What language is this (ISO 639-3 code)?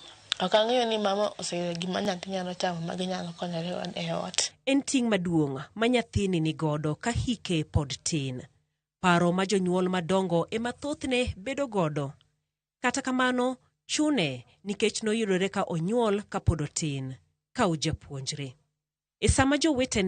luo